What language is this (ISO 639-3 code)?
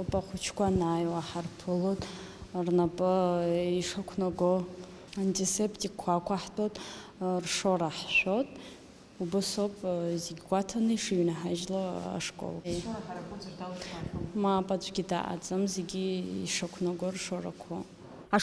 abk